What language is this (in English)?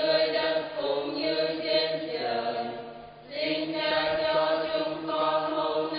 Vietnamese